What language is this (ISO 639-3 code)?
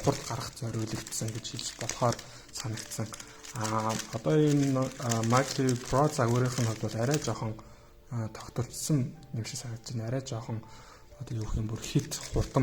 mon